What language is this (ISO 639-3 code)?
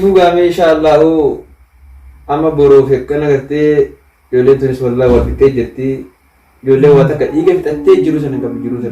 orm